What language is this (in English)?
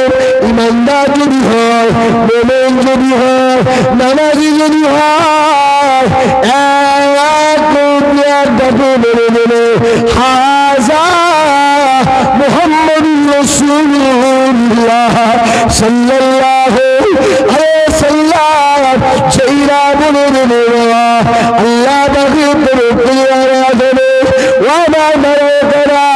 Bangla